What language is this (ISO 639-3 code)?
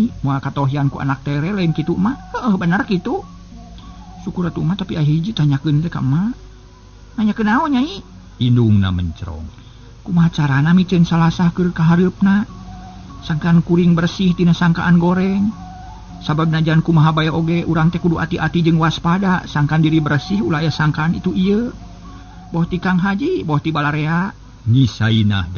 sun